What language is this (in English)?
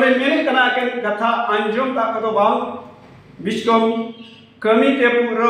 Santali